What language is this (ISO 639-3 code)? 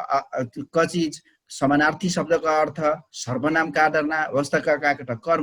thl